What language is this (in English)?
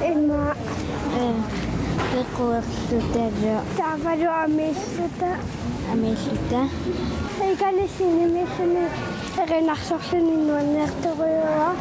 Kalaallisut